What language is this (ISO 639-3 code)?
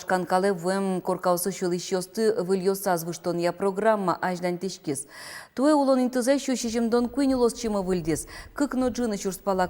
udm